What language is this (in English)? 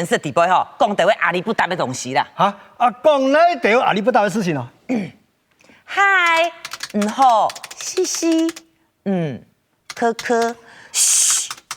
Hakka Chinese